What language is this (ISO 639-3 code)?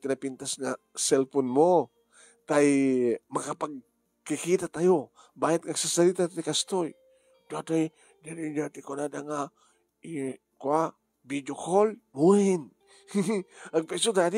ilo